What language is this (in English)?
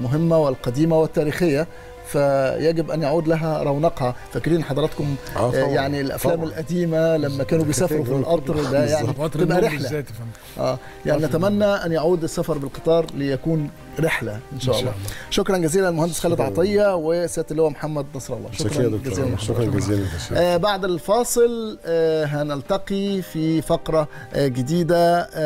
Egyptian Arabic